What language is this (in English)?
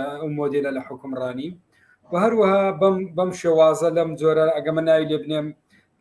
Central Kurdish